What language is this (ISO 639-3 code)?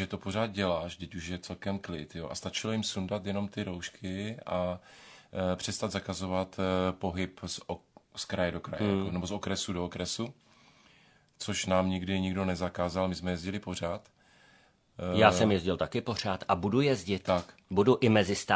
ces